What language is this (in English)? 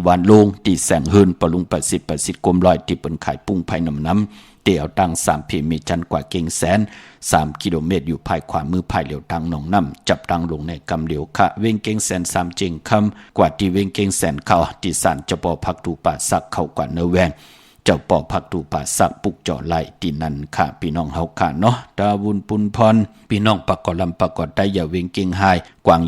Shan